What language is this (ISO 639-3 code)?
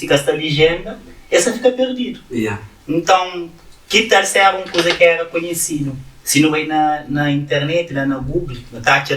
kea